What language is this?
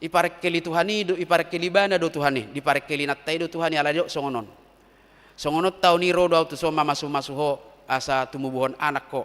Batak Toba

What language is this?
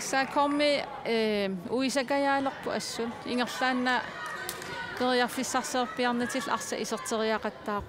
Kalaallisut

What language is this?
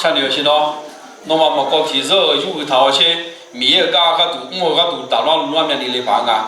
Akha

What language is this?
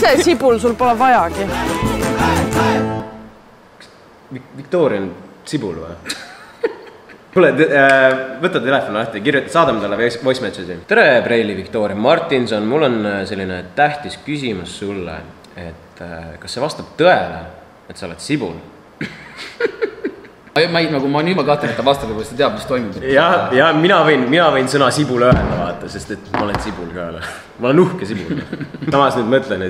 Estonian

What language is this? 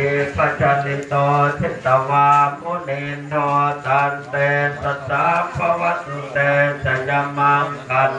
Pali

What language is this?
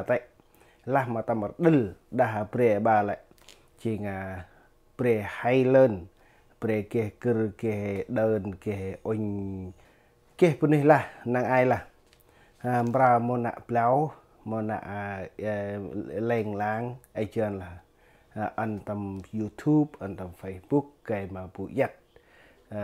Central Mnong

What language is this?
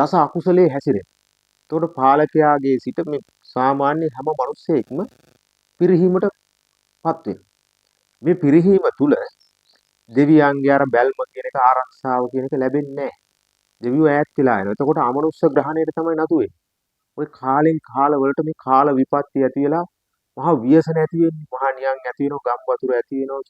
Sinhala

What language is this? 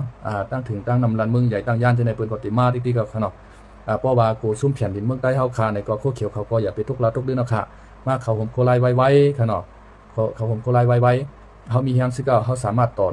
Shan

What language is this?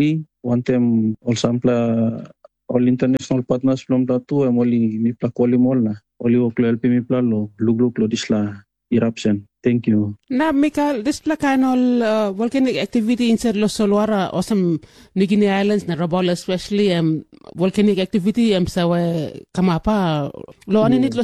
Tok Pisin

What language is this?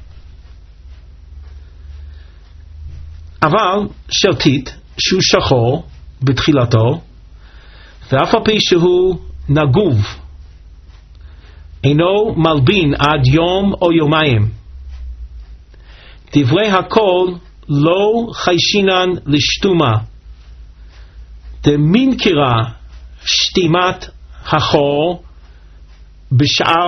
Hebrew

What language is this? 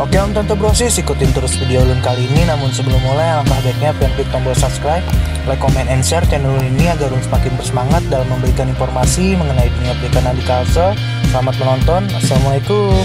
Banjar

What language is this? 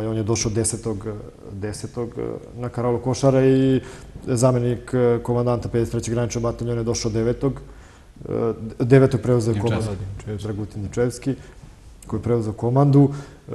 Serbian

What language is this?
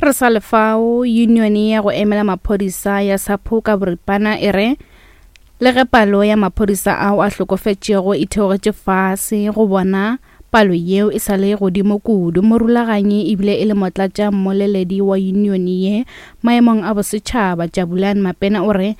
Northern Sotho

